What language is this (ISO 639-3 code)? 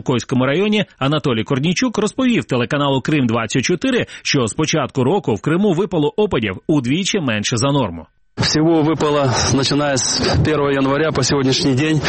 ukr